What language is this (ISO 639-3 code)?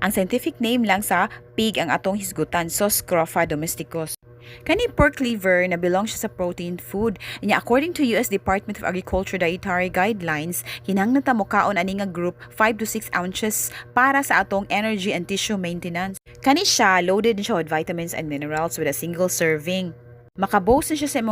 ceb